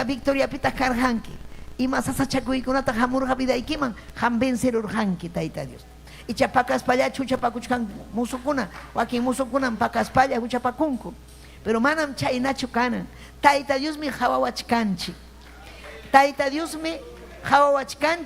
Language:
Ayacucho Quechua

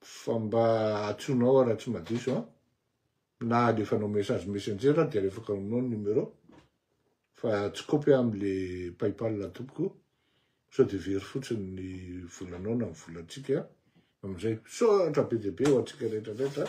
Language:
Malagasy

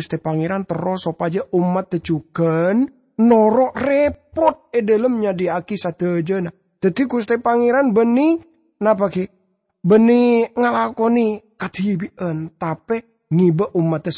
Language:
Madurese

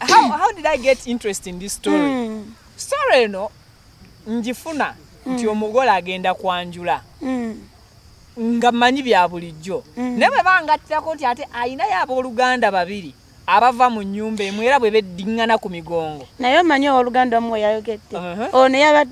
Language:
Ganda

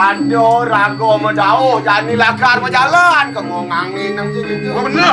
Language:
Balinese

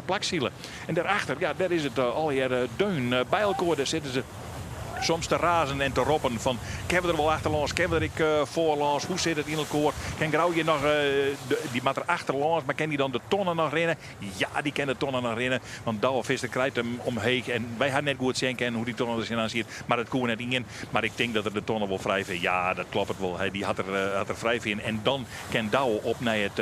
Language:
Western Frisian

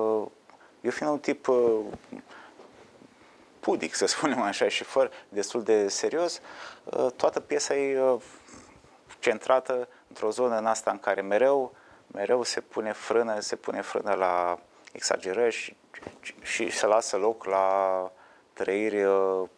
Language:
Romanian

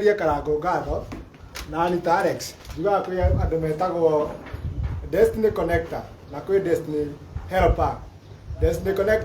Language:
Kikuyu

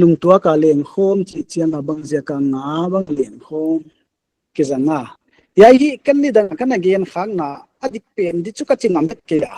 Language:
Paite Chin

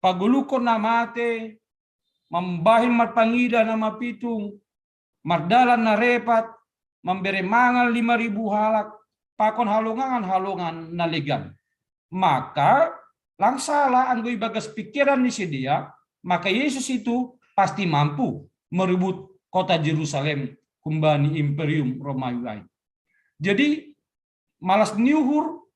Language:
Batak Simalungun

